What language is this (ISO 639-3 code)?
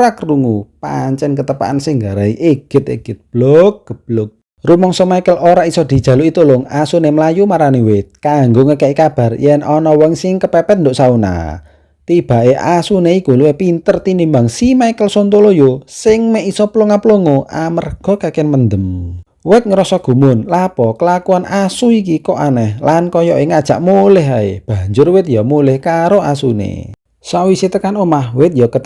jav